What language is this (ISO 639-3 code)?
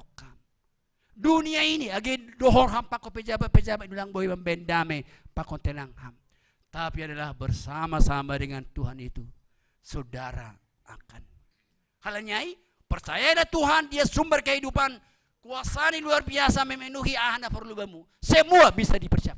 bts